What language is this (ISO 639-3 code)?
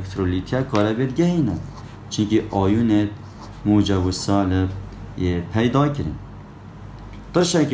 kur